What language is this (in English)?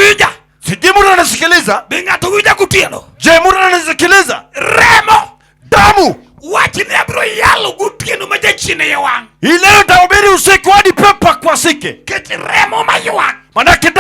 Luo (Kenya and Tanzania)